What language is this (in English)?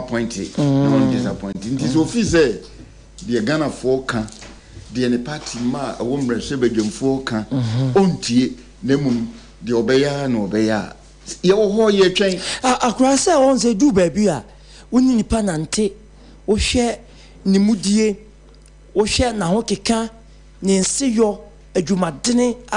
Akan